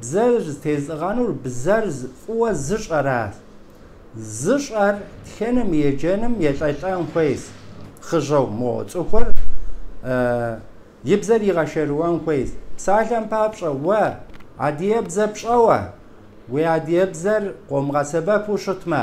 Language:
Kabardian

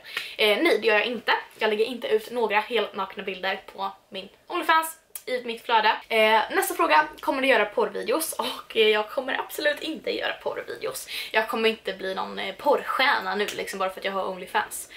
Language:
Swedish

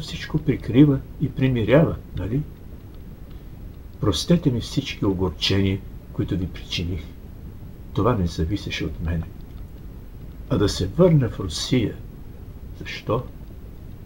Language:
Bulgarian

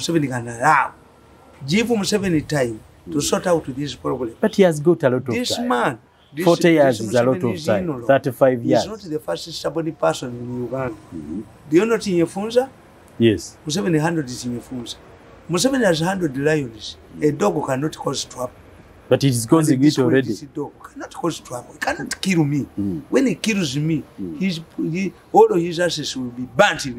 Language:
English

